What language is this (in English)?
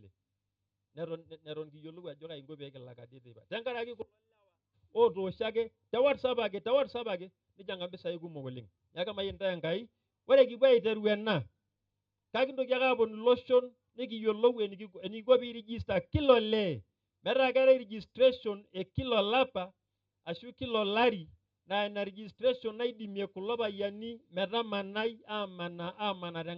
Masai